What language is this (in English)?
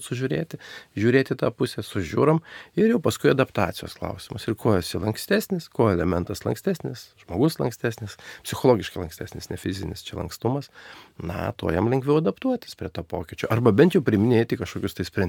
Lithuanian